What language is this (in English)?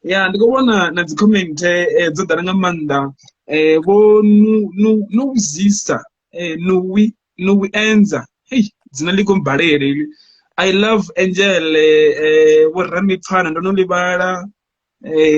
Venda